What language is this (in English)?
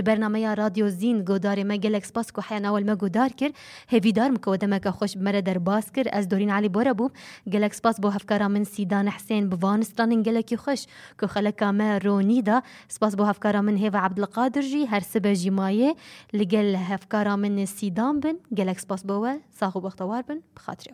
Kurdish